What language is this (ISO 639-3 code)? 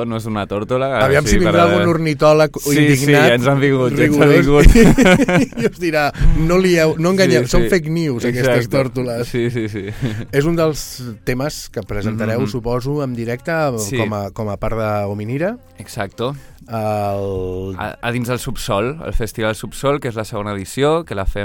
cat